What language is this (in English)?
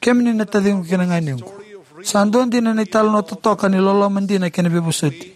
Fijian